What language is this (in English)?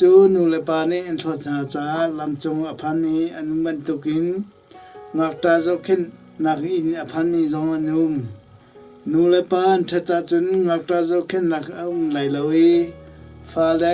Hakha Chin